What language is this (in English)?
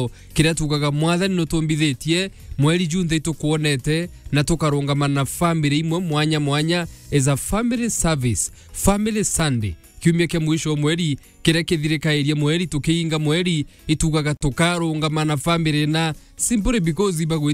Meru